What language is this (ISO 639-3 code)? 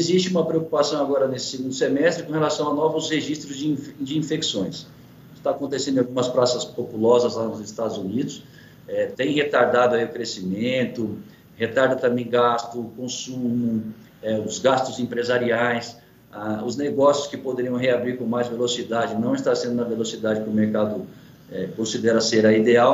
por